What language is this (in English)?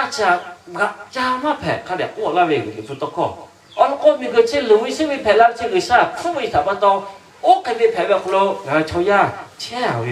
Lahu